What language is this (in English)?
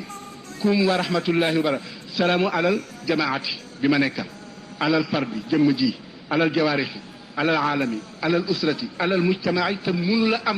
Wolof